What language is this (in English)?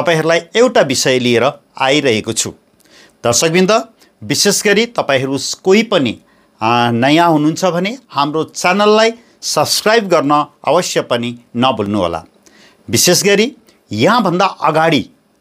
Nepali